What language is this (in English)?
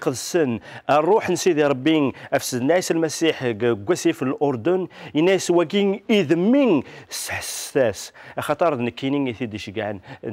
Kabyle